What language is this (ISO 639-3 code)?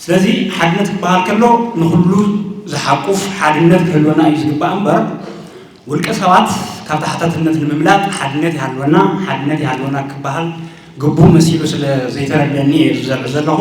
tir